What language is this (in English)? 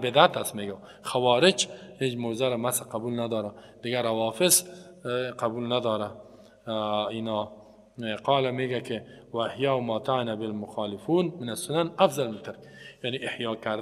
Persian